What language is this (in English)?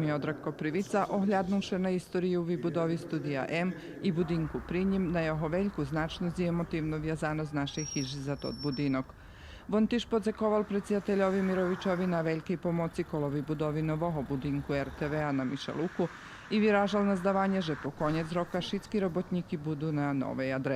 Rusyn